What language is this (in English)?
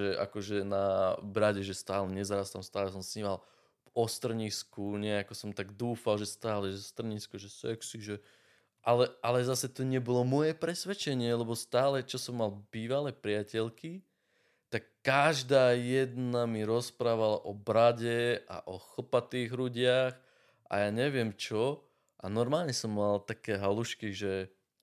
Slovak